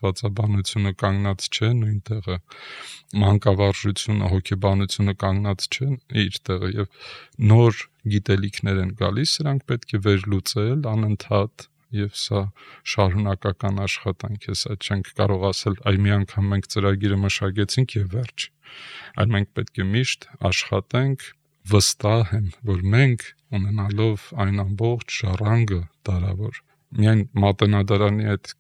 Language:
Armenian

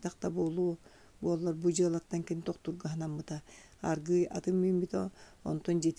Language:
Yakut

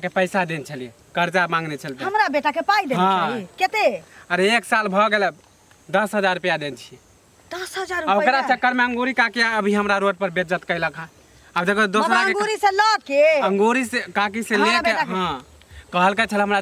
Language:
Maithili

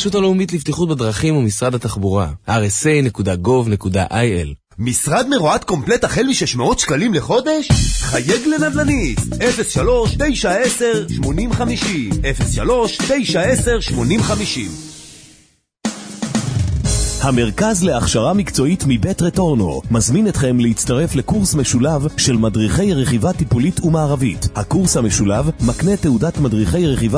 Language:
Hebrew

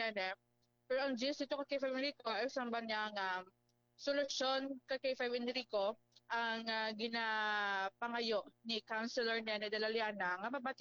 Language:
Hiligaynon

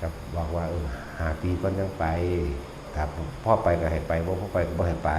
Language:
Northeastern Thai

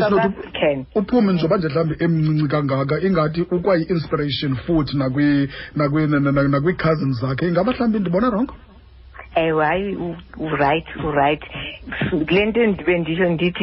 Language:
Xhosa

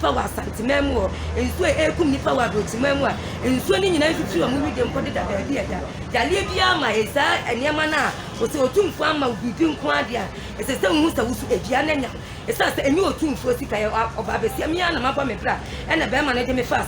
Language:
Akan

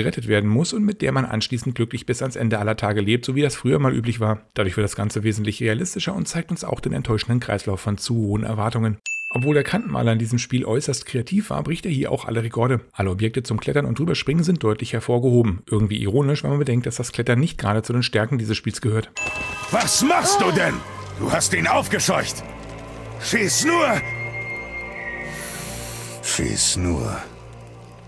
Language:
German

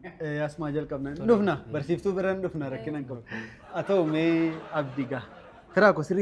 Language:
Oromo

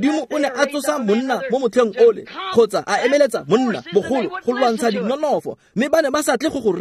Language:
Tswana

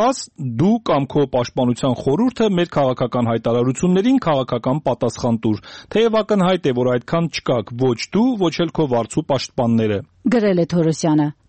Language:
Armenian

